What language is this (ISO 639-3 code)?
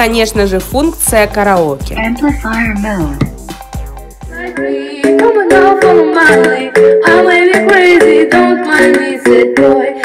rus